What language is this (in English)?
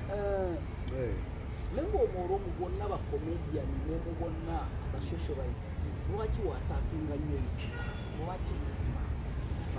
Ganda